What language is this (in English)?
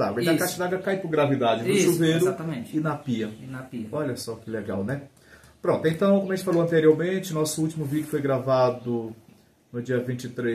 Portuguese